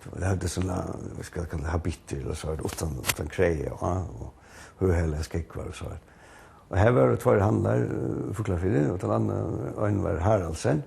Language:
Faroese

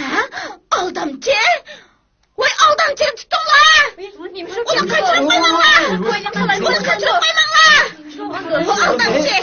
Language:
Uyghur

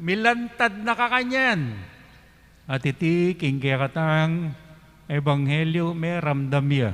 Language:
Pampanga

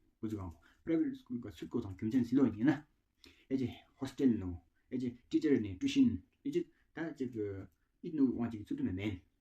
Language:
Tawang Monpa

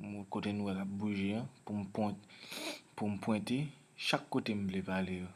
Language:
Haitian Creole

